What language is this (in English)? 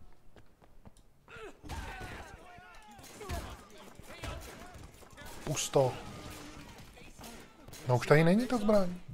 Czech